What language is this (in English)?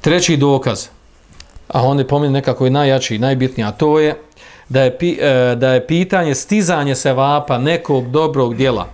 Bosnian